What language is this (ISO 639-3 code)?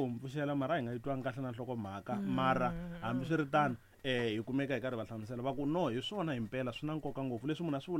tso